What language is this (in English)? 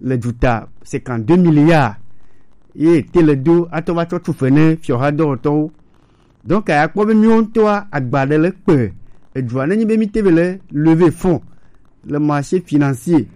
Gen